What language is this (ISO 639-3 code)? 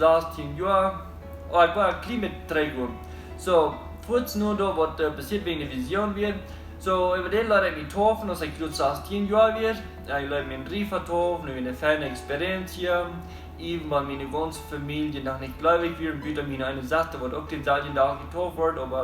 pdt